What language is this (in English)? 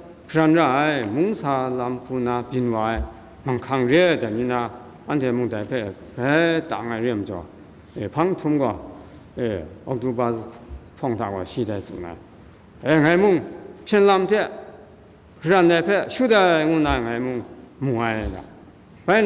Kachin